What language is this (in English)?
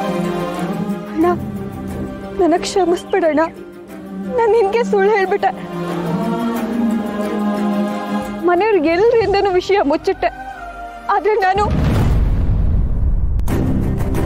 Kannada